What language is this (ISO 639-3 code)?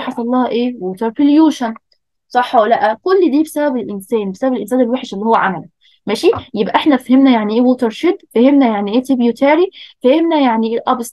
arz